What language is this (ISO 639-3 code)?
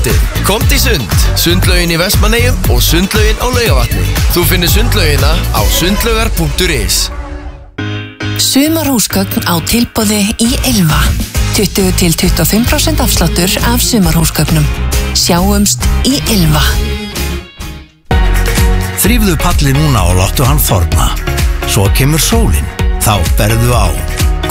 isl